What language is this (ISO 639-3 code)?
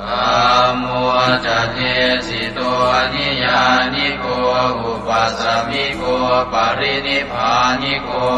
pli